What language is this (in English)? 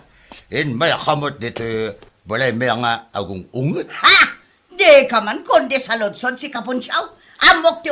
Iloko